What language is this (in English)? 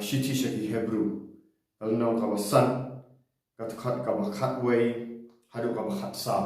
Khasi